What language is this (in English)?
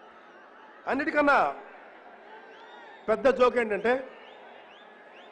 Telugu